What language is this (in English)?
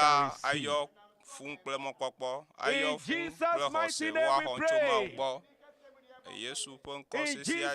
Ewe